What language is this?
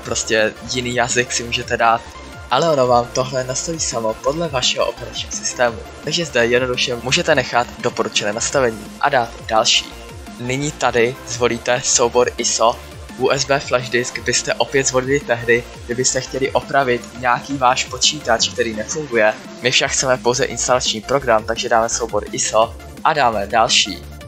Czech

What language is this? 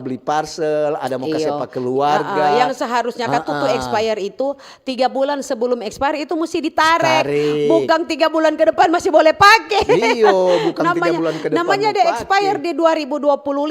Manado Malay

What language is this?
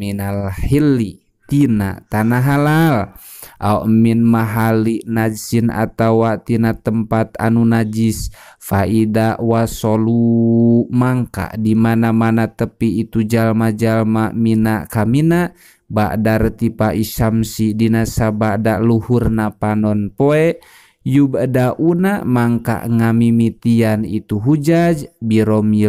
Sundanese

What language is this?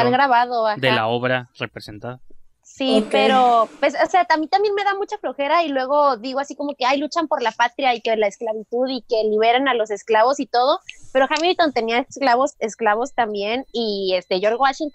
Spanish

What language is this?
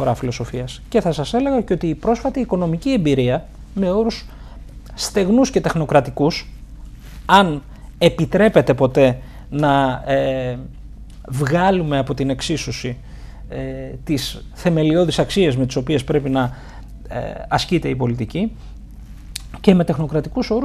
Greek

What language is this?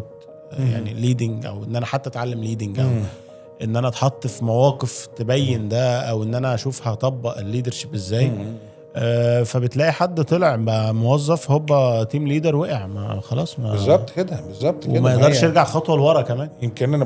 Egyptian Arabic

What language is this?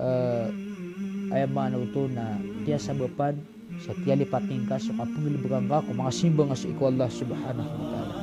Maranao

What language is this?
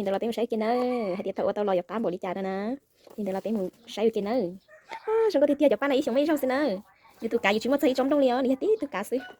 Hmong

